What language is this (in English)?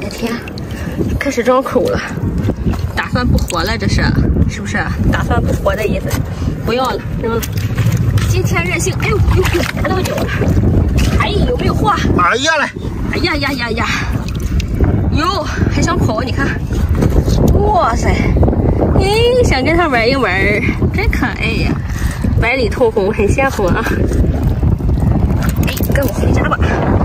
Chinese